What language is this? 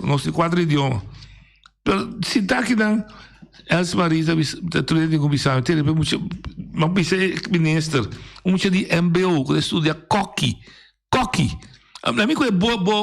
Papiamento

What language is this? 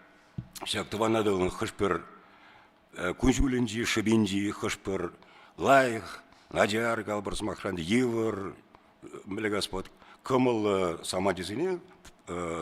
Chuvash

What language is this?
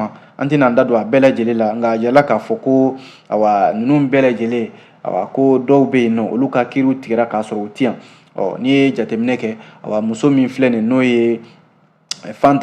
Bambara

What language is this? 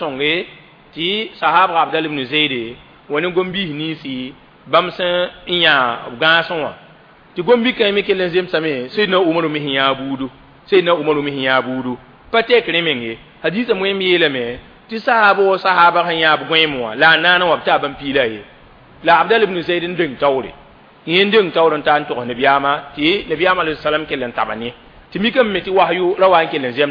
Mossi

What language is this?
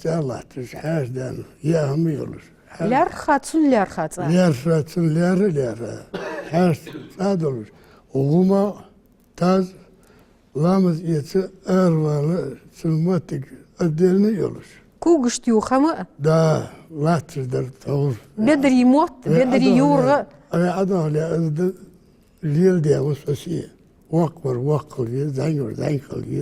Ingush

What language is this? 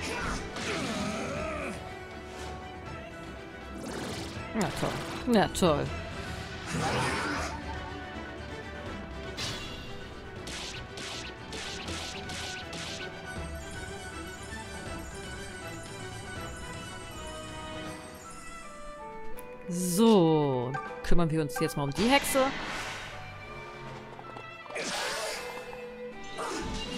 German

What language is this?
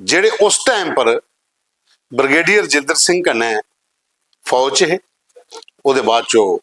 Dogri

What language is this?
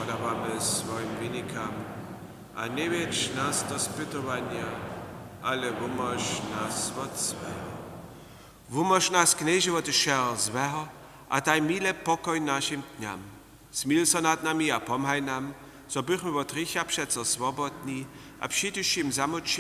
Upper Sorbian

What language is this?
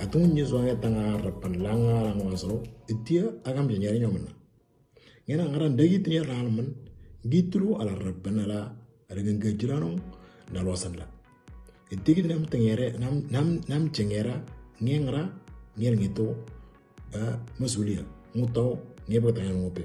Moro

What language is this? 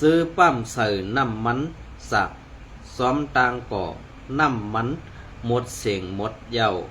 Shan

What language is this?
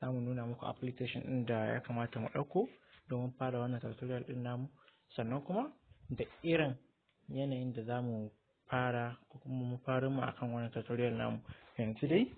Hausa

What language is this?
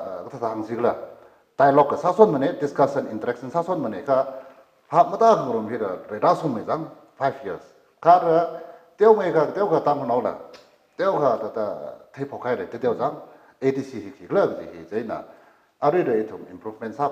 Tangkhul Naga (India)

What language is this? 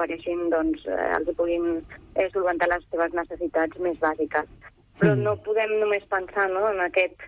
Catalan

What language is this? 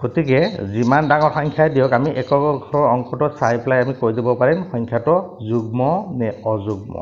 Assamese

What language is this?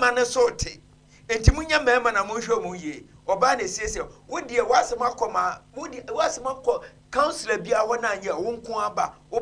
Akan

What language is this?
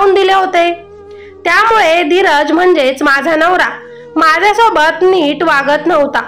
Marathi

